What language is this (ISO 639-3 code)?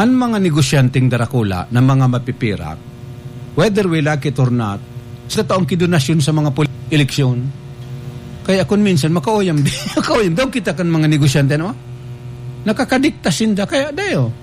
bik